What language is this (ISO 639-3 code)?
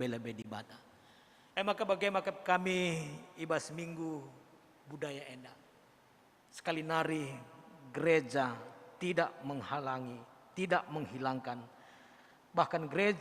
btx